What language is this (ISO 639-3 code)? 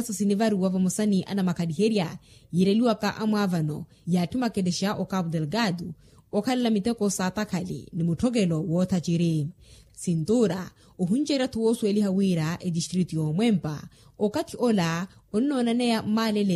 vmw